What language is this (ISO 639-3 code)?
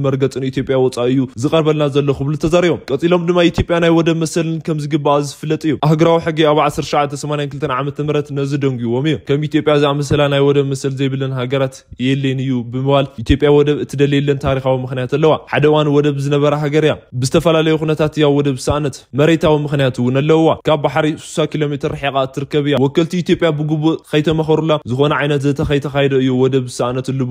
tir